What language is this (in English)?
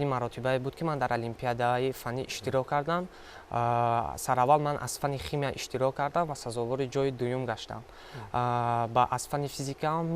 Tajik